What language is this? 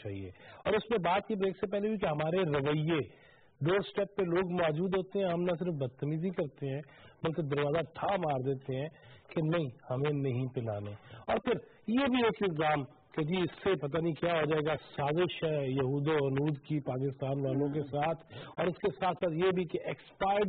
Urdu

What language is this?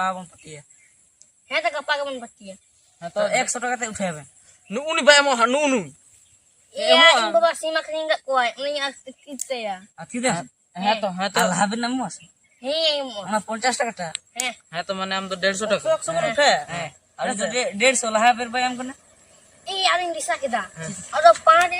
Santali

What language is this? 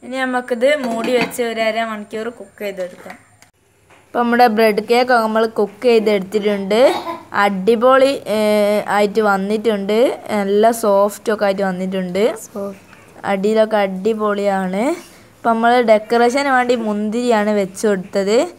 Malayalam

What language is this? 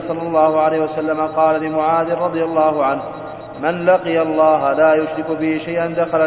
Arabic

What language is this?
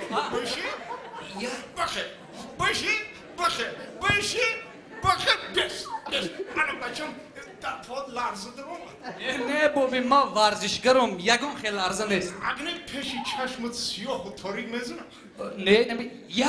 Tajik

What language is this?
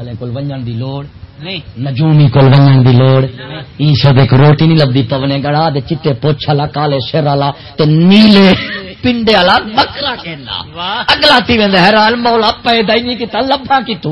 Saraiki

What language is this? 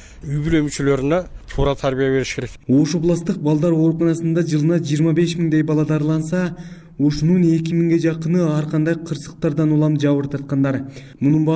Kyrgyz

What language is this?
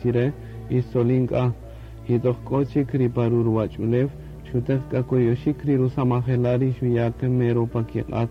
Kaqchikel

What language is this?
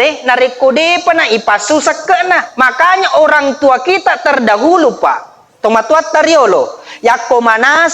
Buginese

